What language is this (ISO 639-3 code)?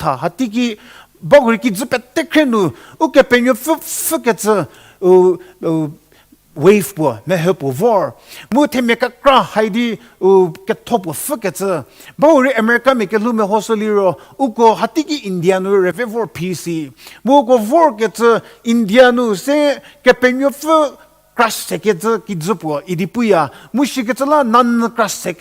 njm